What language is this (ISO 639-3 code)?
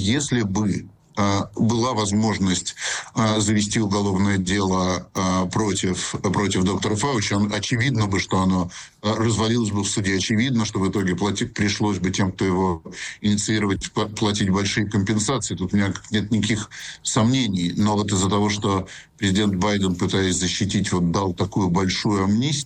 rus